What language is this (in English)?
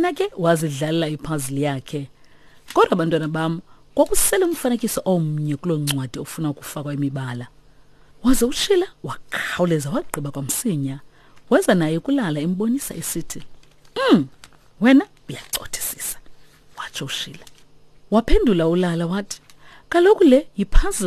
Xhosa